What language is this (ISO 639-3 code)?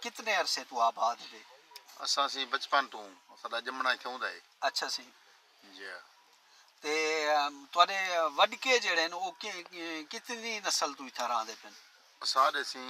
skr